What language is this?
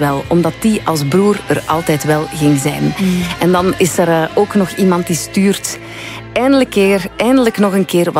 Dutch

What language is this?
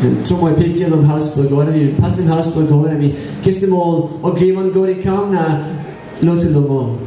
Tok Pisin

